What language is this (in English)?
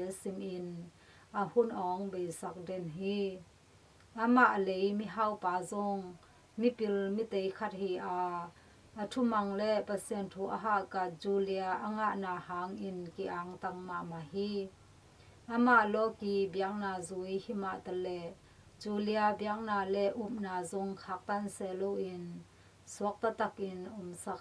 Tedim Chin